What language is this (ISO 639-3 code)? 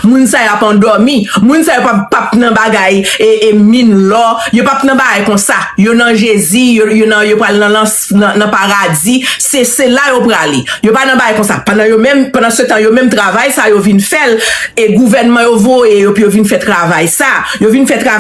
hat